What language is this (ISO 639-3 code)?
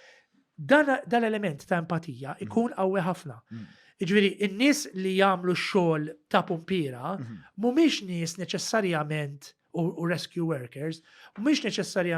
mlt